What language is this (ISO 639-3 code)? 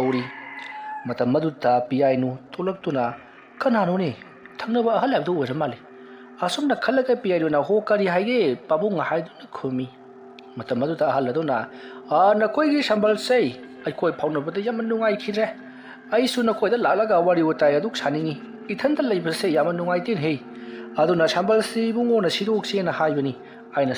mni